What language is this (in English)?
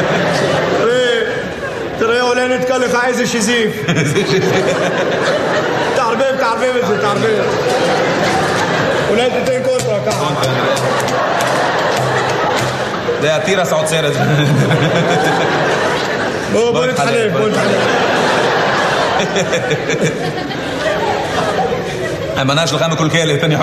Hebrew